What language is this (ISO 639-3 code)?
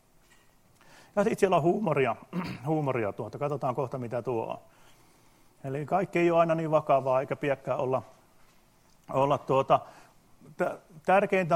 fin